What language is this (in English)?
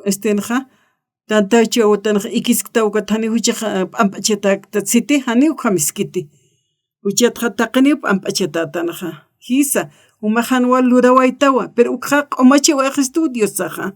Aymara